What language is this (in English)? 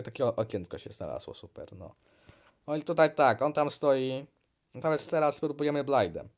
Polish